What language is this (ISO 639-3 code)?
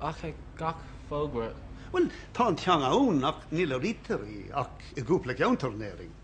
gle